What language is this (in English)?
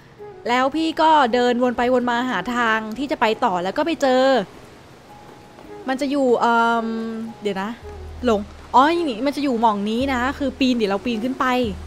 Thai